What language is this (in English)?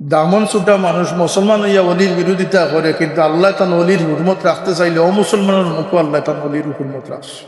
Sylheti